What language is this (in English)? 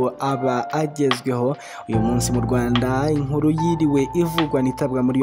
Kinyarwanda